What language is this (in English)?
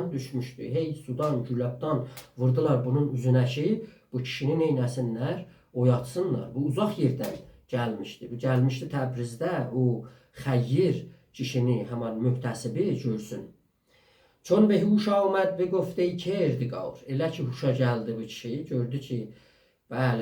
South Azerbaijani